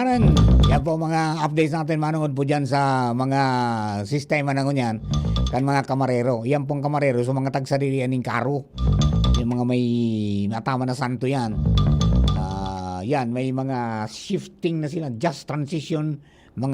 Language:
Bikol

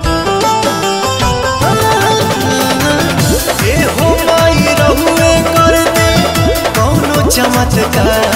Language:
Bhojpuri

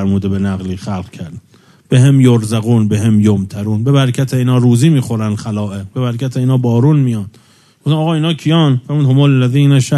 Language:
Persian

